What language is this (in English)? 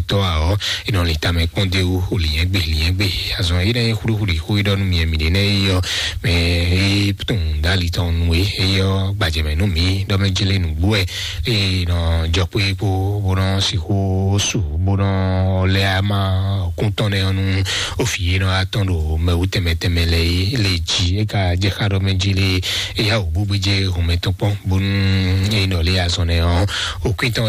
Fon